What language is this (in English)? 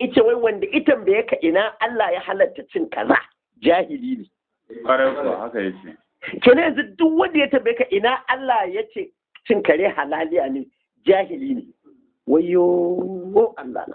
Hausa